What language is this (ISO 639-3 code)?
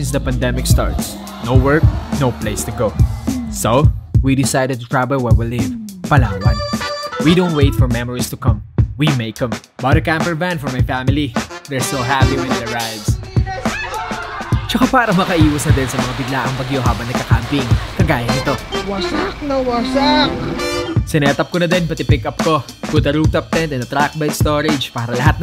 fil